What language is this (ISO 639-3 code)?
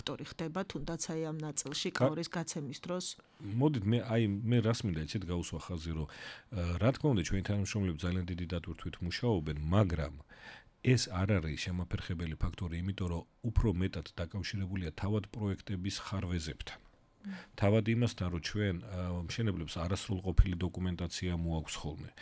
kat